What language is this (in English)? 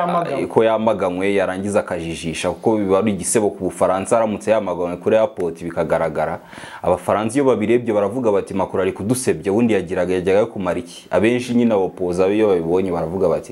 Kinyarwanda